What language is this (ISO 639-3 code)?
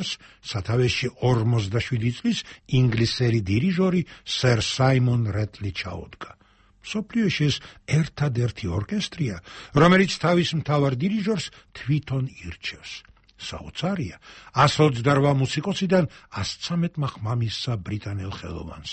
kat